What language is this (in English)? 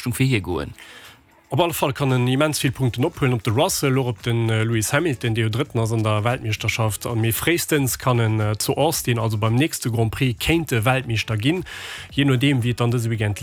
Luxembourgish